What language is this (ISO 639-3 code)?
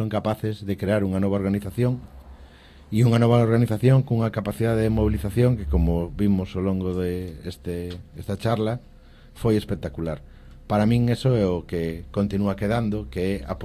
glg